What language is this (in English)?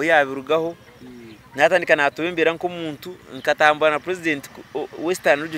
Nyankole